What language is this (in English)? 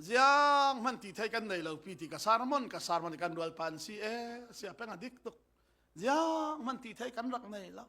Falam Chin